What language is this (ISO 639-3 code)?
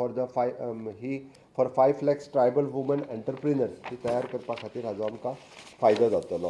kok